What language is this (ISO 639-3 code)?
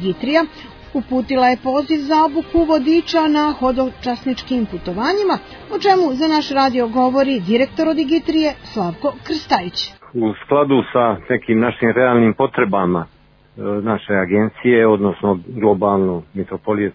srp